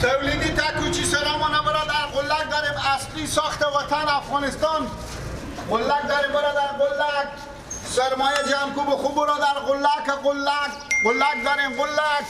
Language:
Persian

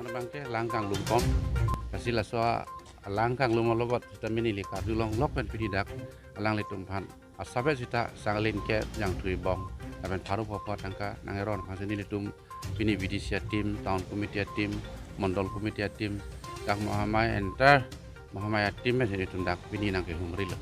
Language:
Karbi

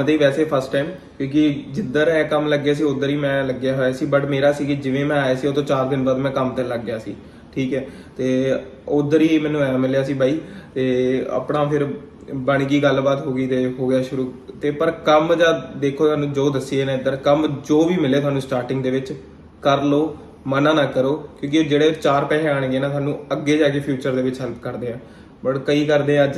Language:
Punjabi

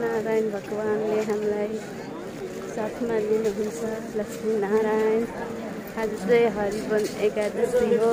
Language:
Nepali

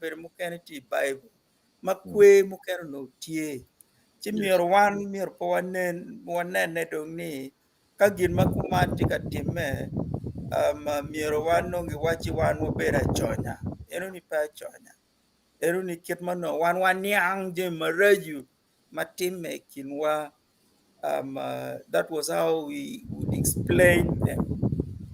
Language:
Acoli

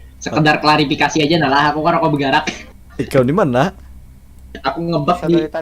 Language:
Banjar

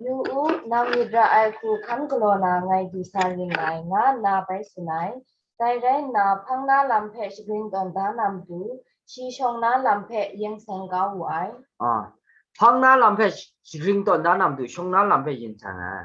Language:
Kachin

